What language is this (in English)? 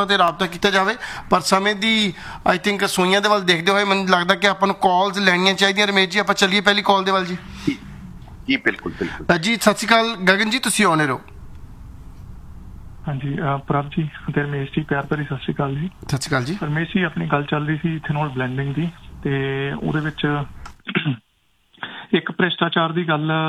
Punjabi